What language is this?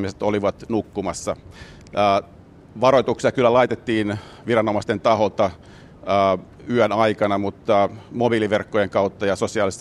Finnish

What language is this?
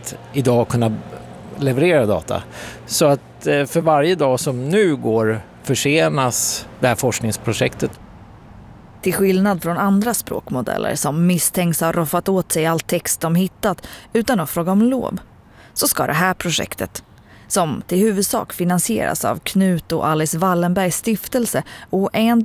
Swedish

